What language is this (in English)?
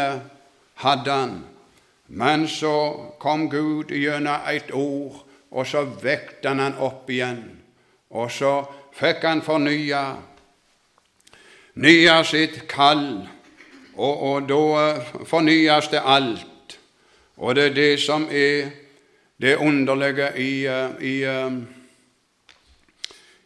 Norwegian